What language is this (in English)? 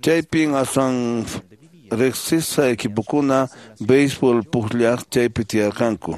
Quechua